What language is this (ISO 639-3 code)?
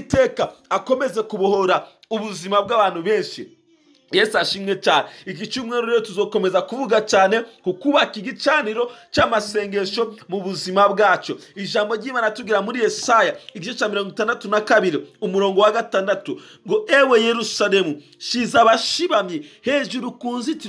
run